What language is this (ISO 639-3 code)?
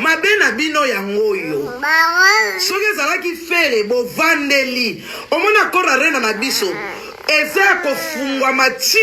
lin